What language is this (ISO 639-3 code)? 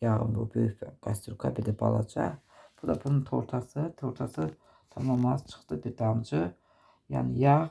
aze